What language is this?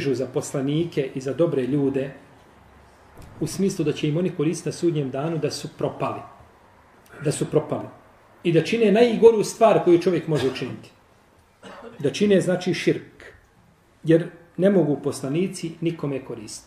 Bosnian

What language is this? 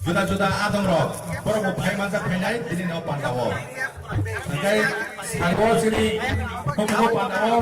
Kok Borok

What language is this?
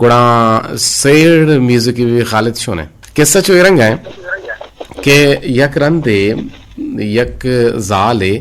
Eastern Balochi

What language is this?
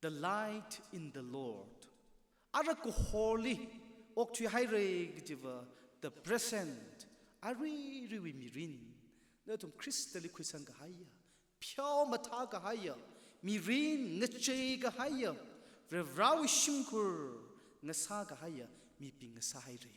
Tangkhul Naga (India)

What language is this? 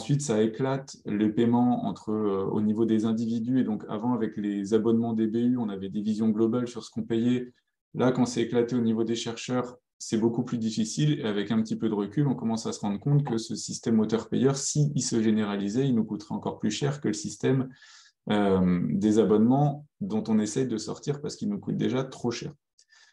French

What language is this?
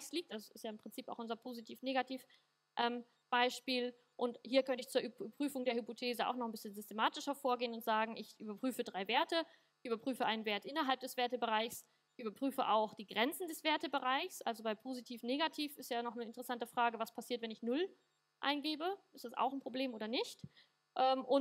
German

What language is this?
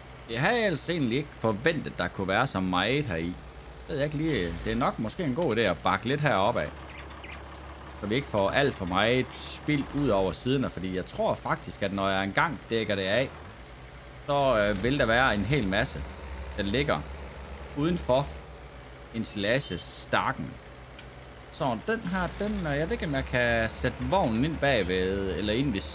Danish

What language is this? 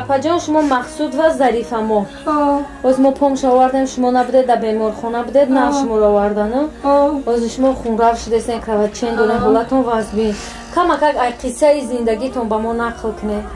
Tajik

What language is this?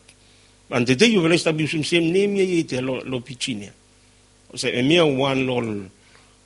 Bislama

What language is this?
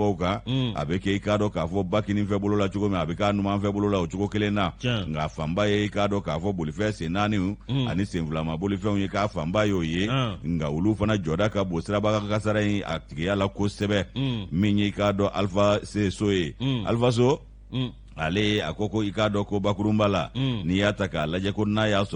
Bambara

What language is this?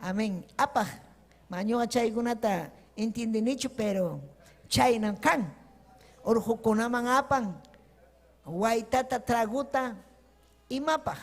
Ayacucho Quechua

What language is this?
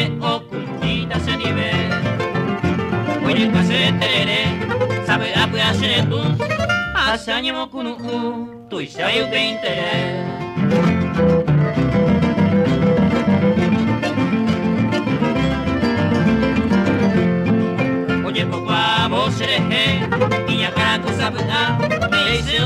Spanish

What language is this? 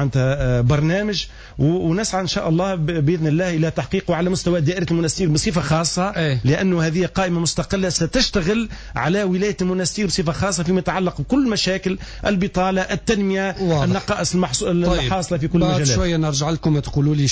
Tunisian Arabic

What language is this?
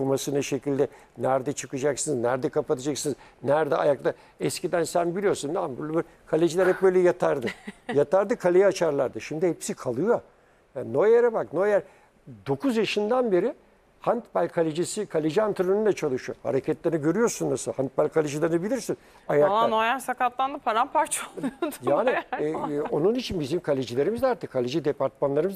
Turkish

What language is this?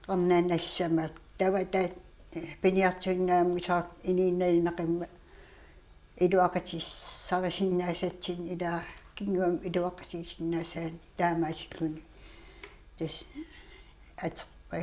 Kalaallisut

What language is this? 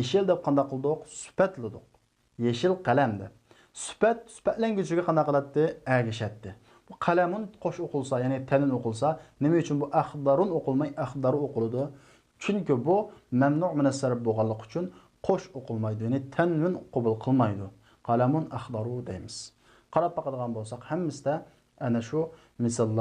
Uyghur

